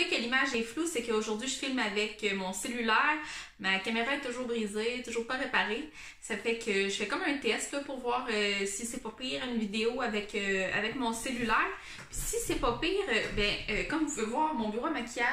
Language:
French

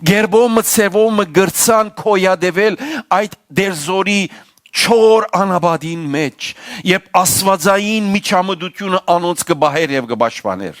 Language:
Western Armenian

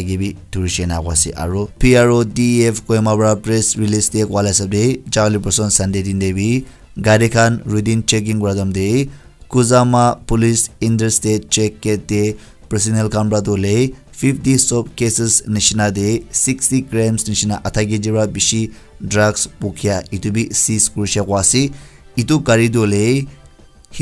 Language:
Naga Pidgin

